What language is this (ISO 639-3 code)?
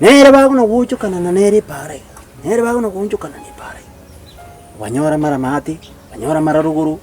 guz